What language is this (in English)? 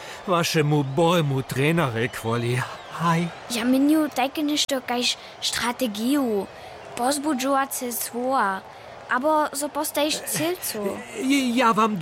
Upper Sorbian